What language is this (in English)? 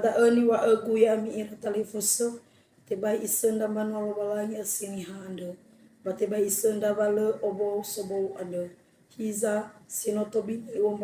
Nias